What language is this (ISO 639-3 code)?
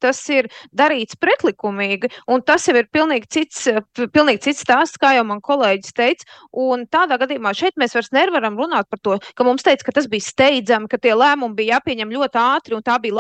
lav